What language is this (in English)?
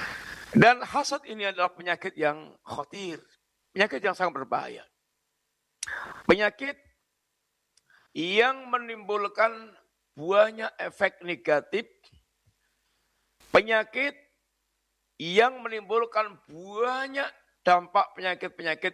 Indonesian